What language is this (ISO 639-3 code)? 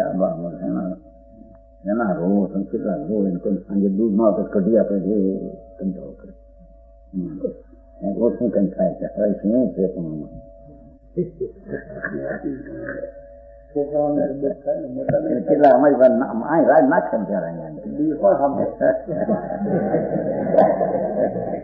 guj